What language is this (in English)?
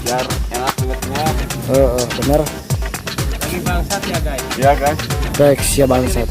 Betawi